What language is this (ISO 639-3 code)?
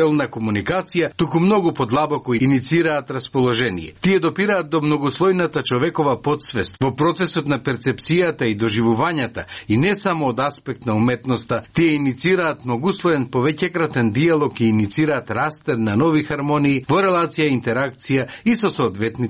mkd